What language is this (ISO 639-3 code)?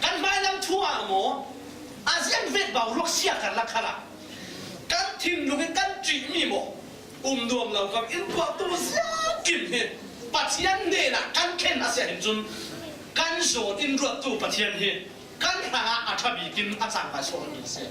cfm